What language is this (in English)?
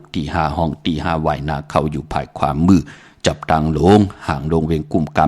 Shan